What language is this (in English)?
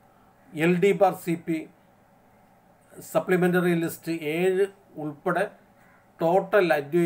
Malayalam